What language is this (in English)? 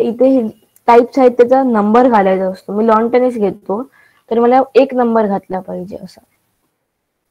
Marathi